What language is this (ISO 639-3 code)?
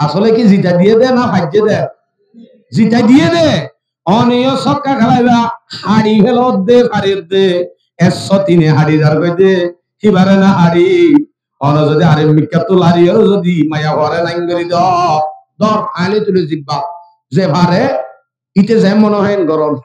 rhg